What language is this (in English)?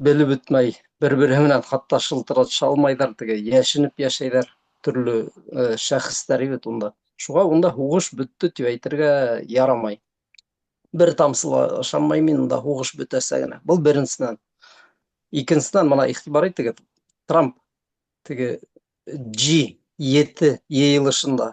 Bashkir